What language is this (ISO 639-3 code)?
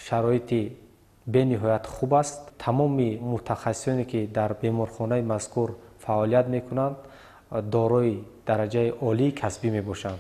tgk